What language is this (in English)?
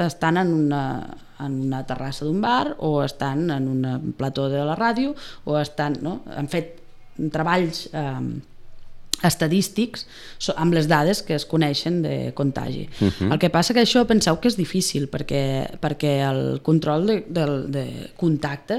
Catalan